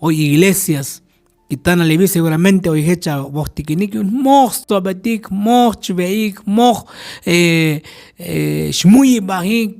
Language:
Tzotzil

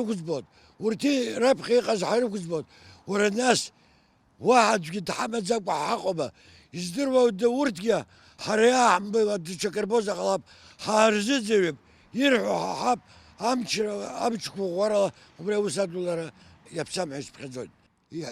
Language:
Abkhazian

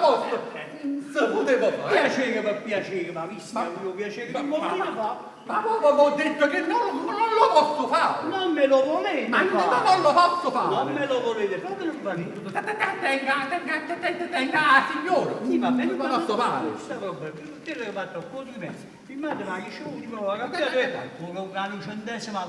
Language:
Neapolitan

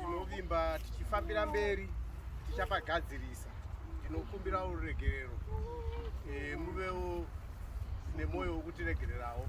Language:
Shona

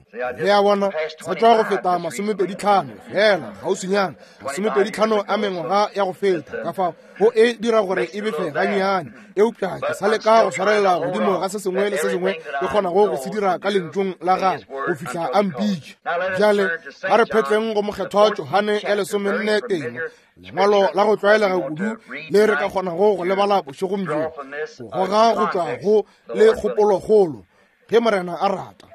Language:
Northern Sotho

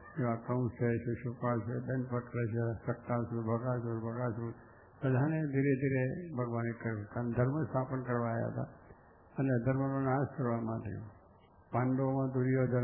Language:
Gujarati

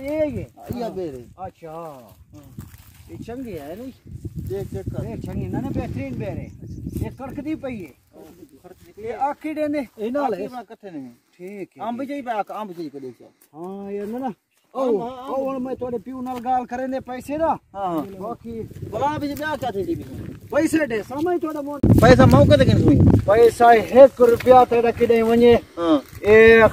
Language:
Saraiki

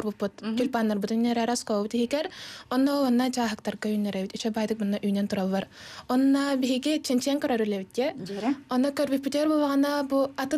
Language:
Yakut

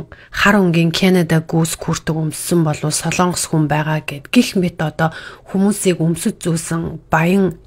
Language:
Mongolian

